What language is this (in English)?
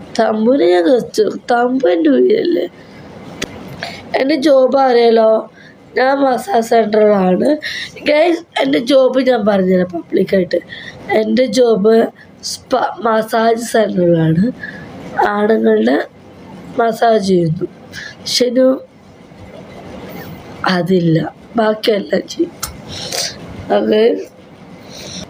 Malayalam